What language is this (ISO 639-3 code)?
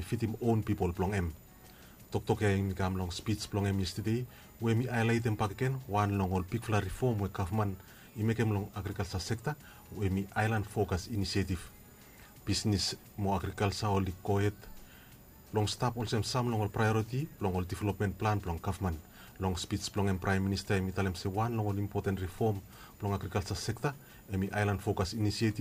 bis